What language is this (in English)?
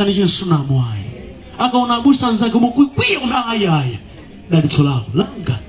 Nyanja